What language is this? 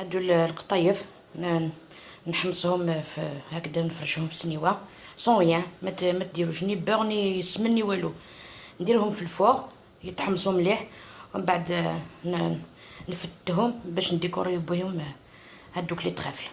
Algerian Arabic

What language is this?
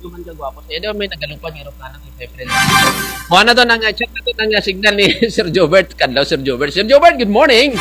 Kinaray-a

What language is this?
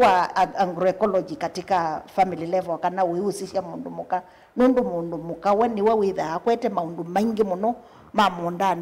Kamba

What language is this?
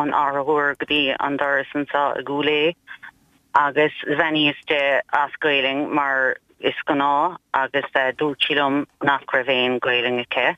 Irish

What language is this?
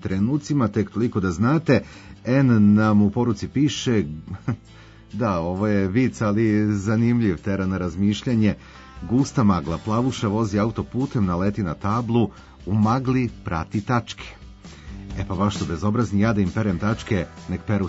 Serbian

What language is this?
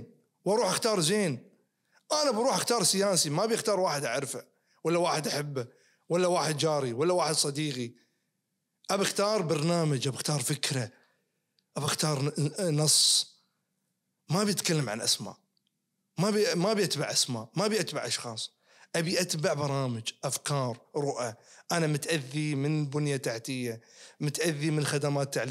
Najdi Arabic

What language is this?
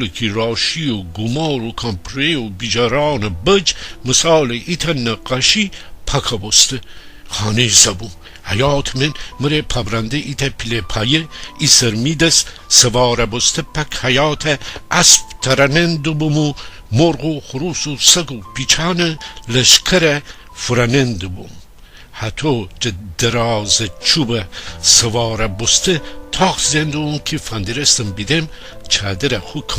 Gilaki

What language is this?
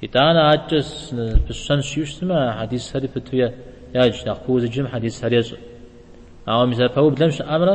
Kabardian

